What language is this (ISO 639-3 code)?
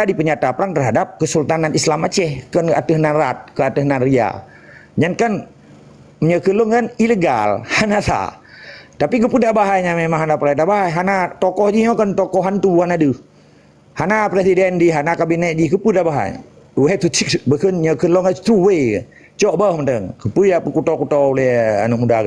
ace